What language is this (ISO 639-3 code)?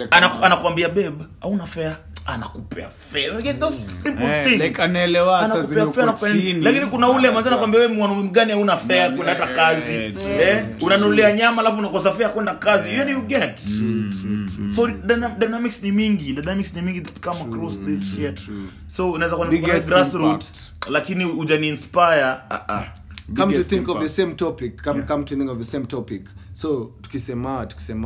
swa